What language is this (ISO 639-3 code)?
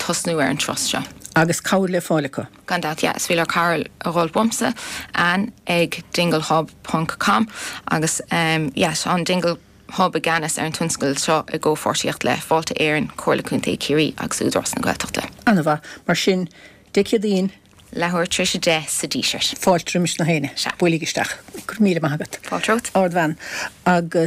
gle